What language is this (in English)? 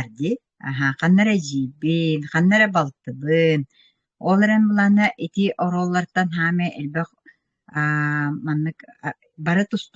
Yakut